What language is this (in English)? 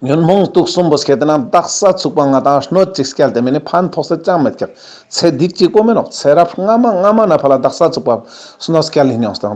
Ladakhi